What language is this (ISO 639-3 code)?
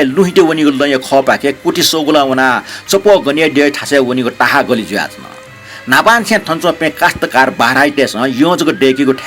new